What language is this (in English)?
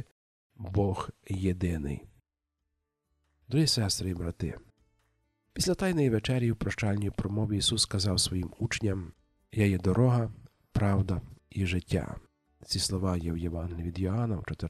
Ukrainian